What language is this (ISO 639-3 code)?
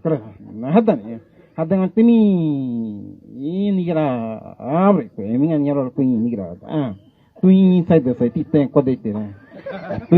gym